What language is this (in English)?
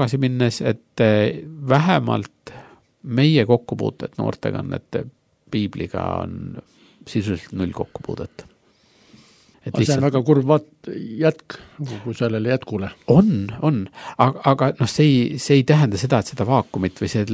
Estonian